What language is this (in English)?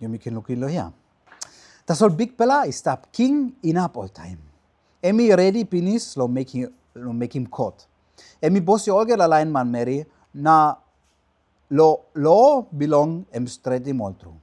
Tok Pisin